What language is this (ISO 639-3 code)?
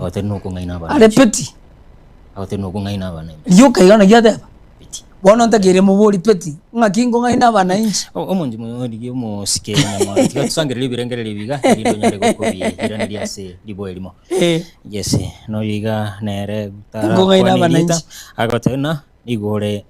guz